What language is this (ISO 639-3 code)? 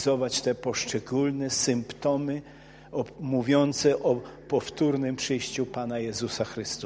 pol